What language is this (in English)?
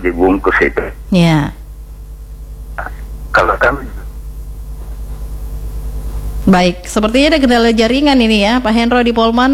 Indonesian